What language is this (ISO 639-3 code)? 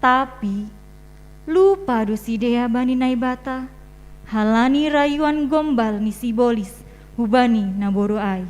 bts